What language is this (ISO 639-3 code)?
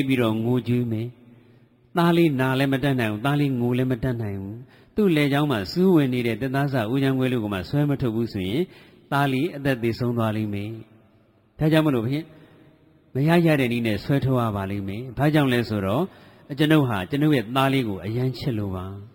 mya